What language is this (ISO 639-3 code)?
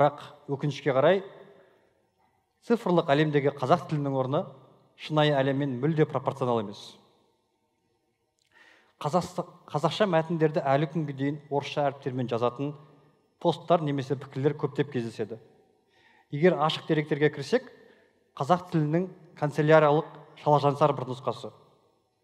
kaz